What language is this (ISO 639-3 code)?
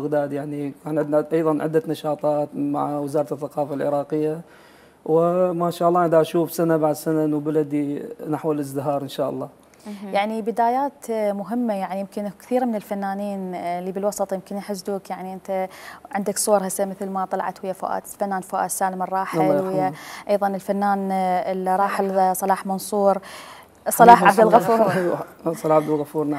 acm